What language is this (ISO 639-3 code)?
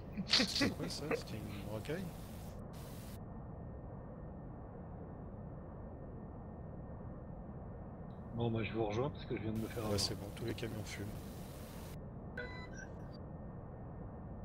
fra